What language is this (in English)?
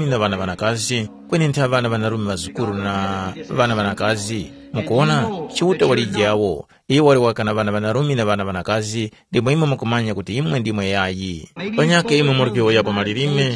Tumbuka